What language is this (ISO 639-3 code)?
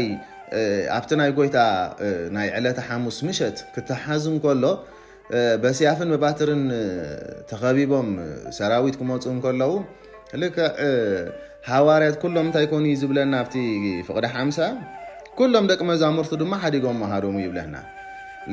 tir